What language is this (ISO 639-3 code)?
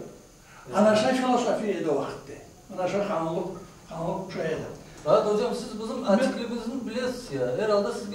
crh